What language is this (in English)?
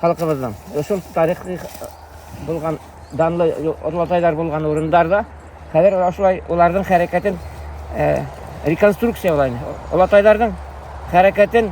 Bashkir